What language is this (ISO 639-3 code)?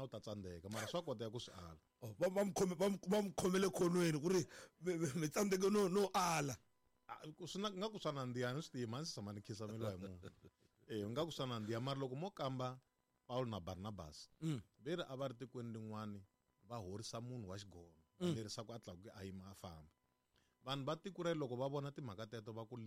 tso